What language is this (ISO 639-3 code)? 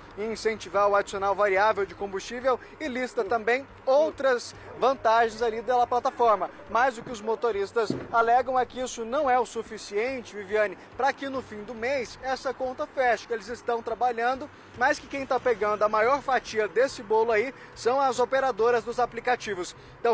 por